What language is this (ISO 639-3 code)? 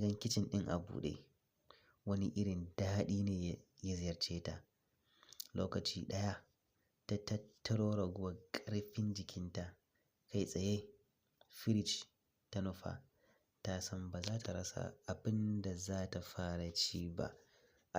hau